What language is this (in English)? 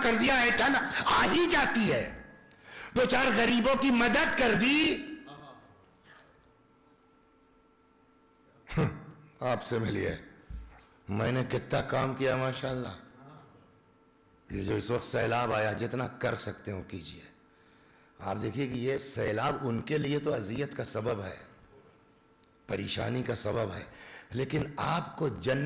Urdu